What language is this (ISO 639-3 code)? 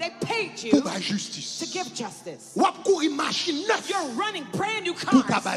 hat